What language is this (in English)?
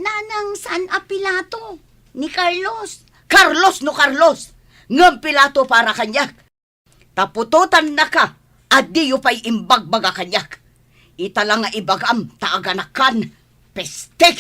Iloko